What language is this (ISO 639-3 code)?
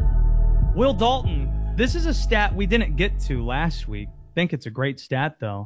eng